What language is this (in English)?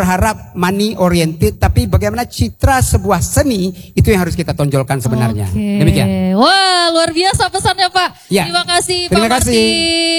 Indonesian